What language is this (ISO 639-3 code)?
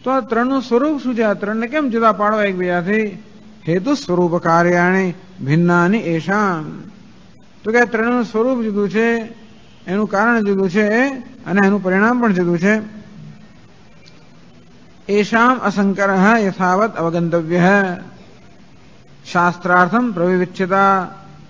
guj